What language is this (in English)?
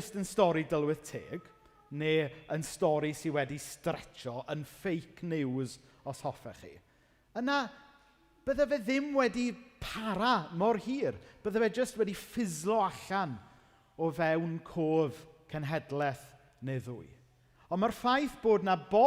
Welsh